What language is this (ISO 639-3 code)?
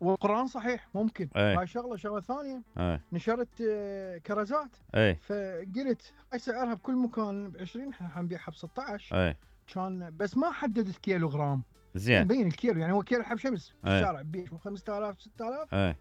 acm